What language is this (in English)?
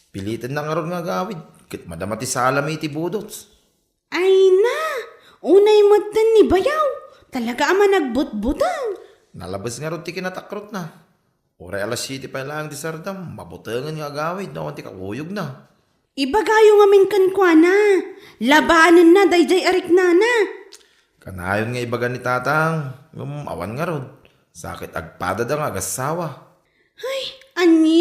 Iloko